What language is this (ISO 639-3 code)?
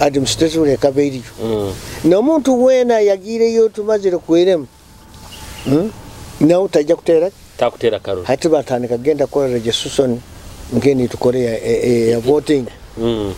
nyo